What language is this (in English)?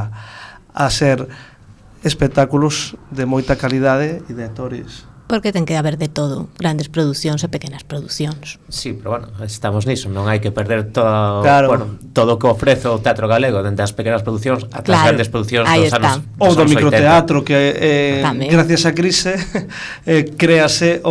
Galician